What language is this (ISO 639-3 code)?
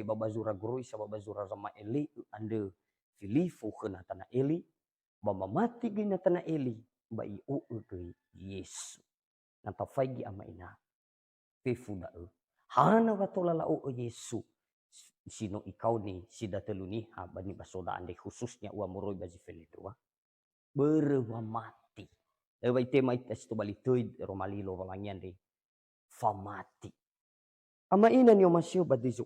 nia